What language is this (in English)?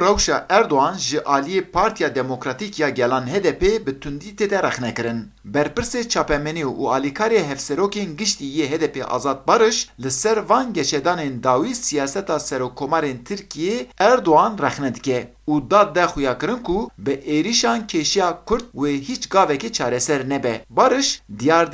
Kurdish